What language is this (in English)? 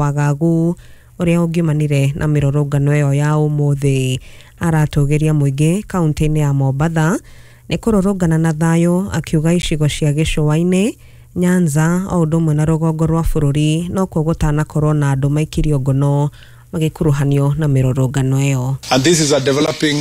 Kikuyu